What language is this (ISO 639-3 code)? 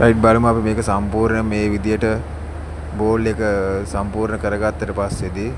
sin